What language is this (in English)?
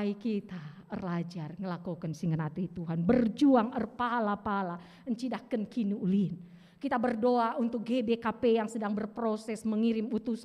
Batak Karo